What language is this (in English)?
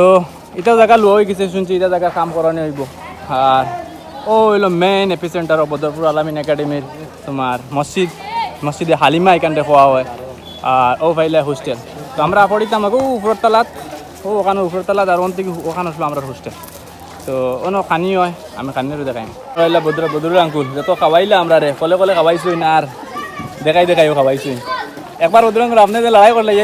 Sylheti